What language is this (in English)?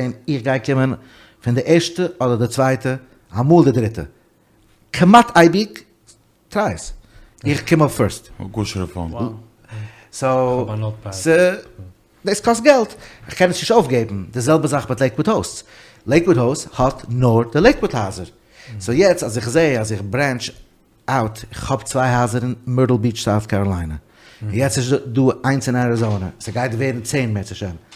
Yiddish